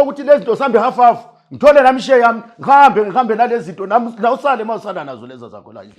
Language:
Zulu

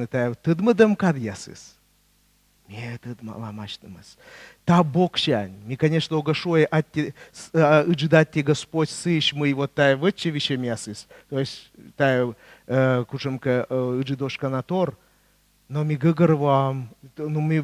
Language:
Komi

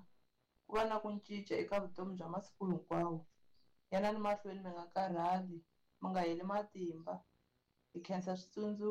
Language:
Tsonga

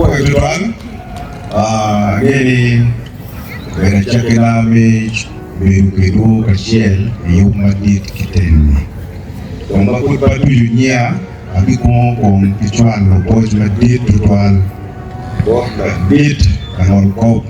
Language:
Acoli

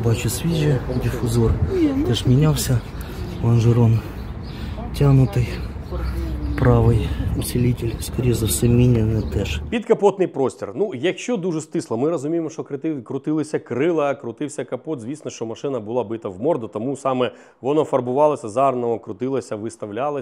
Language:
Ukrainian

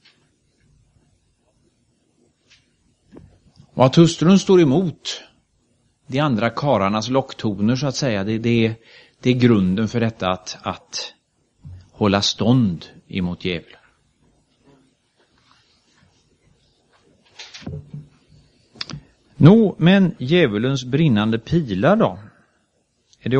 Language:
Swedish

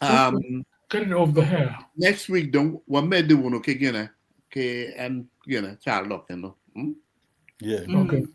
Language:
Acoli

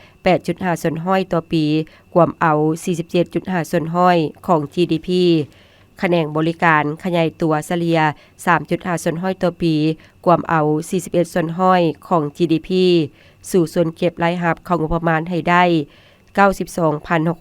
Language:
Lao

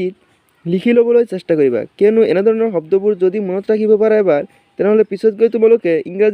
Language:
Assamese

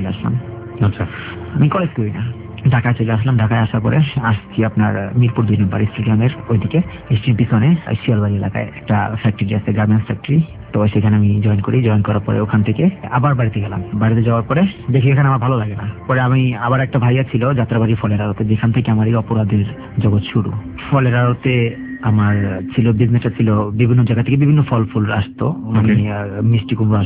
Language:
Bangla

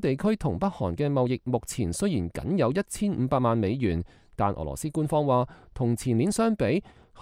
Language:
Cantonese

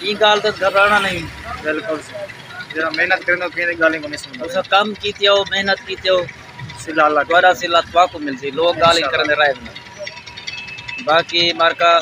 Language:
Saraiki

